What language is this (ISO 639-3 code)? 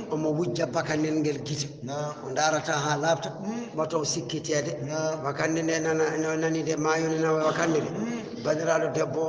ful